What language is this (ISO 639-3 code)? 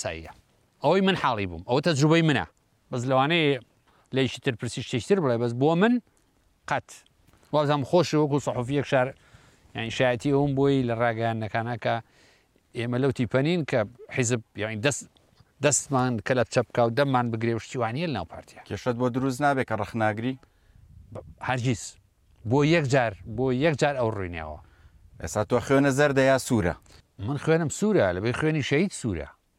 ckb